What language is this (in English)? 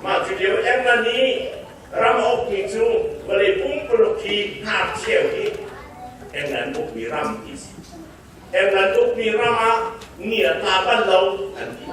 Hakha Chin